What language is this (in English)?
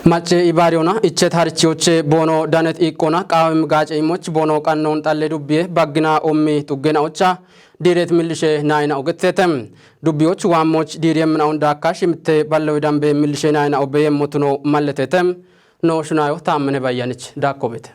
Kafa